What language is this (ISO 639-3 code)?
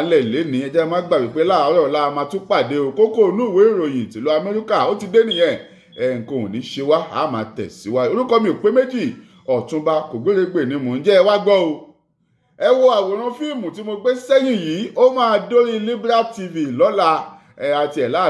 yor